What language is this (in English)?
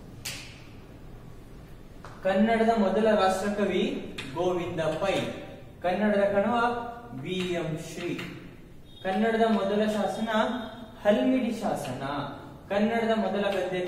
Kannada